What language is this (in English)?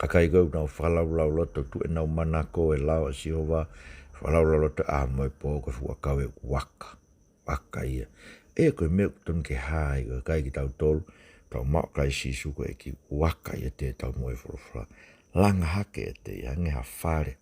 Tongan